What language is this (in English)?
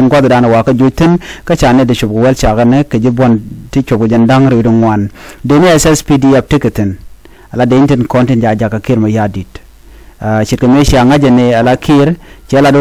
Nuer